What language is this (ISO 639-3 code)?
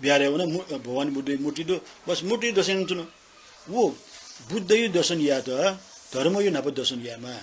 new